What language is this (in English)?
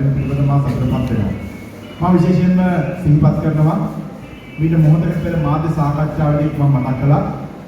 Sinhala